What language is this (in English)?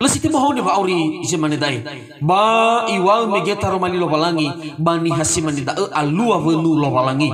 Nias